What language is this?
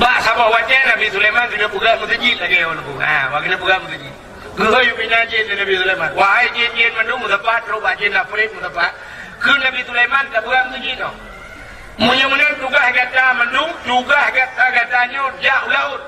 Achinese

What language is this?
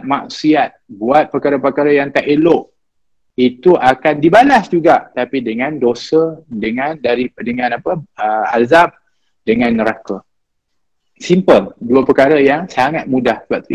Malay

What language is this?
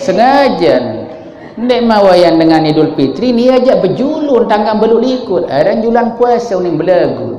Sasak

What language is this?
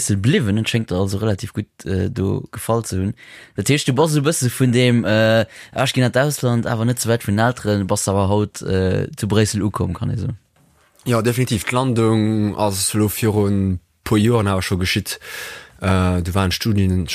Luxembourgish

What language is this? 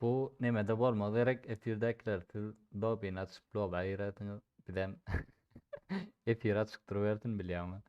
Turkmen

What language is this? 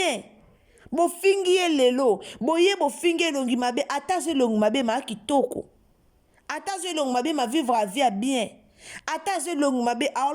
Lingala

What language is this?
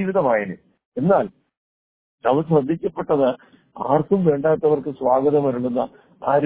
Malayalam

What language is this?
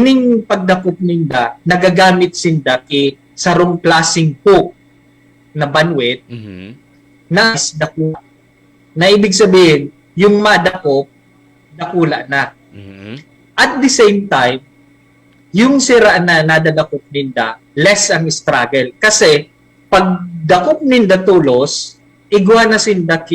Bikol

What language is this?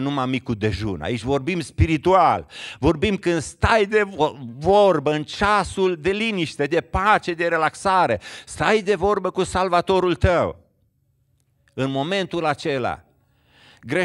Romanian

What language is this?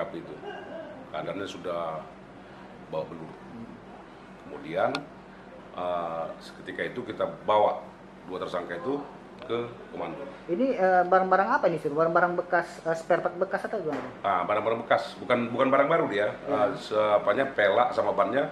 Indonesian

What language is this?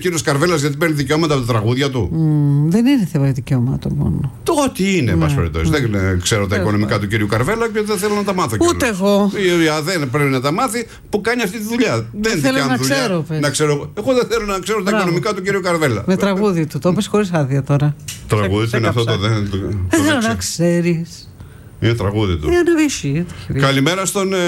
Greek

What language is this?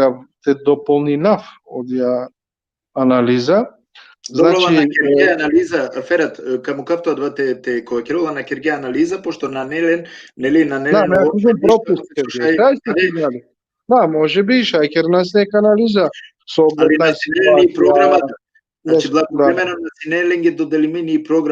Balkan Romani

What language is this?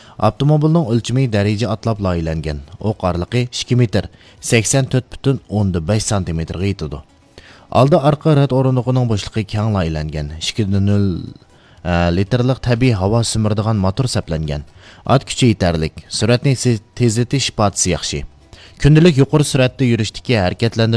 Uyghur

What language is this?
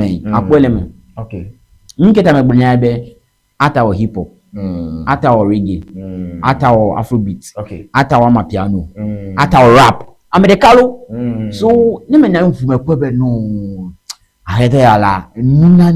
Ewe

